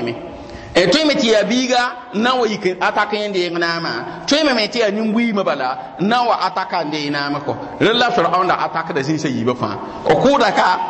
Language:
Mossi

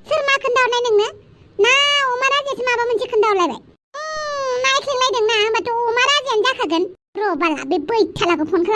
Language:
Bodo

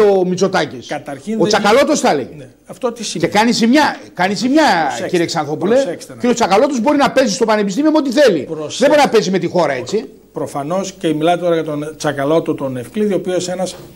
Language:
Greek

